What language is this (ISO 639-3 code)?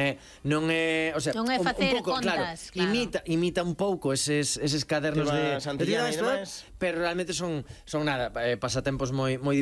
glg